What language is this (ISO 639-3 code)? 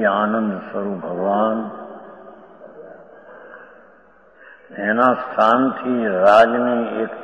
guj